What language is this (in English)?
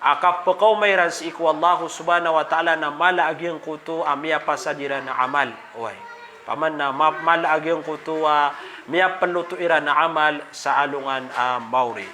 Maranao